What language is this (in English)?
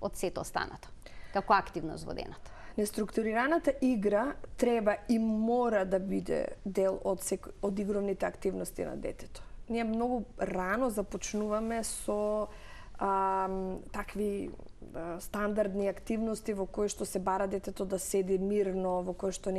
Macedonian